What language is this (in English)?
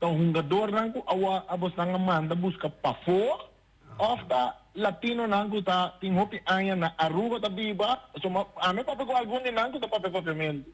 Papiamento